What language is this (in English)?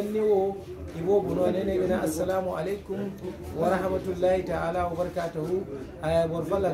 Zarma